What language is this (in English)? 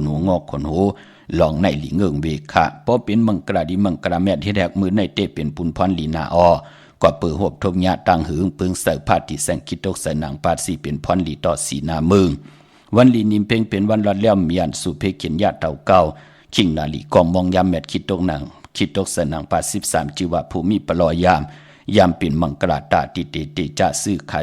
Shan